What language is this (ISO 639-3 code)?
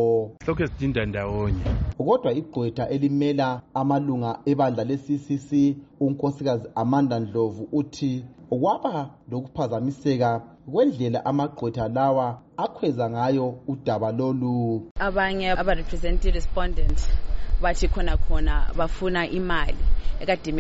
nde